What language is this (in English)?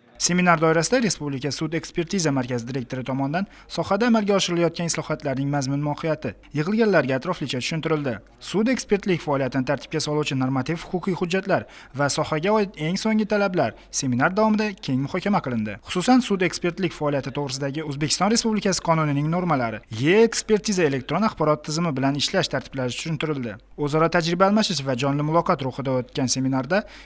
Uzbek